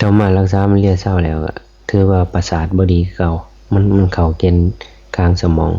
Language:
Northeastern Thai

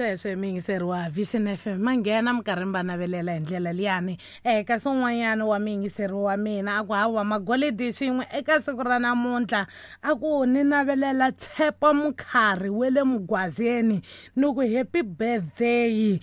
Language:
Tsonga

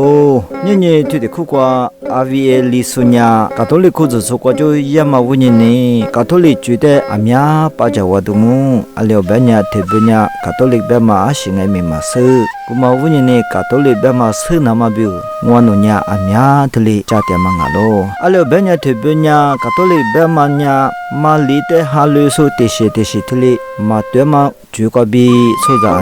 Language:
Lisu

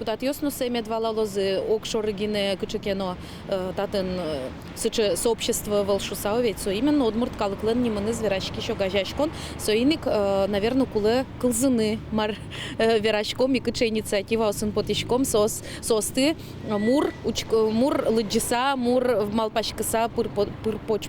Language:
Udmurt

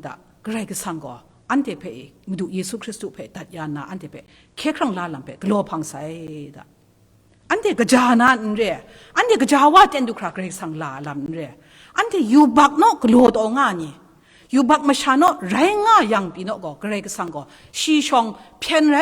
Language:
Kachin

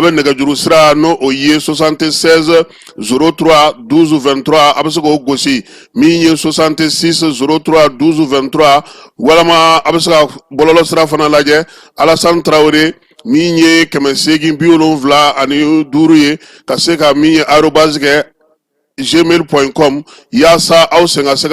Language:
Bambara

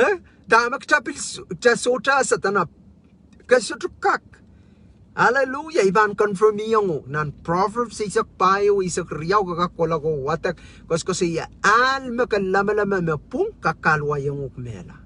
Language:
Pohnpeian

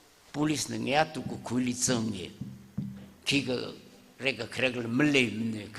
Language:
Tangkhul Naga (India)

